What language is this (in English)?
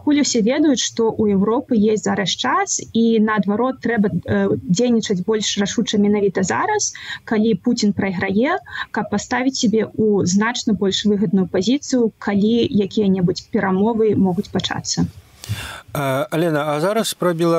Belarusian